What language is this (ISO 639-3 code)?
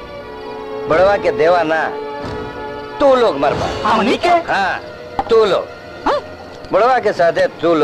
bho